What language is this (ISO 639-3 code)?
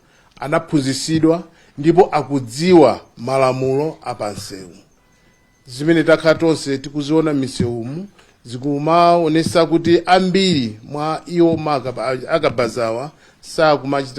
nya